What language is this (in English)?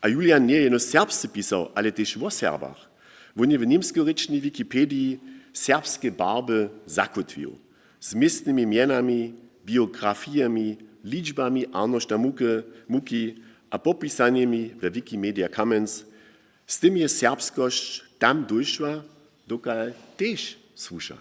Upper Sorbian